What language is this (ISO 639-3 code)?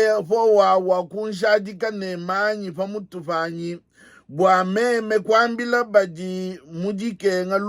lua